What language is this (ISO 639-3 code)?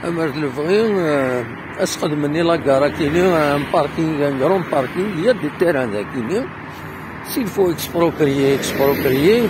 kab